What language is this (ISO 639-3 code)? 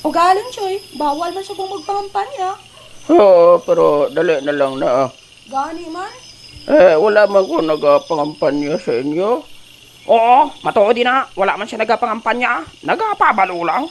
hil